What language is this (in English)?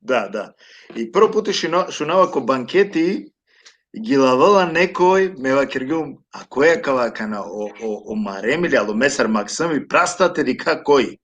Balkan Romani